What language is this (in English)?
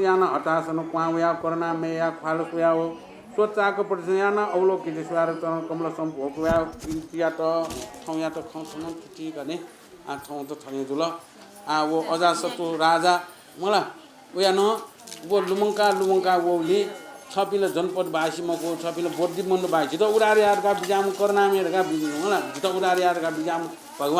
Newari